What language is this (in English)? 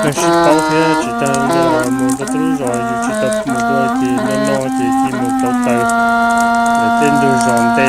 Hmong